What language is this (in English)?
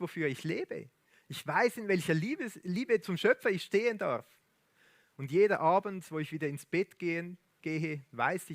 Swiss German